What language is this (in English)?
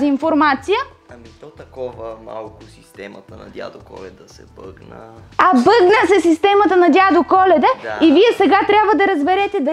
Bulgarian